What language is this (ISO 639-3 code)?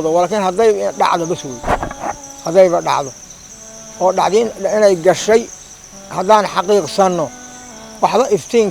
som